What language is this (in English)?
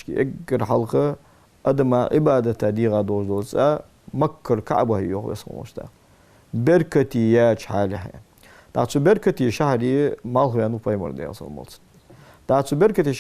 Ingush